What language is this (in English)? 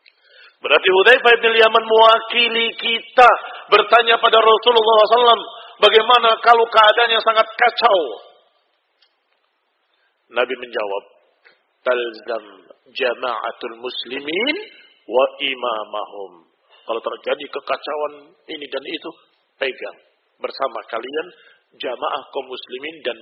Indonesian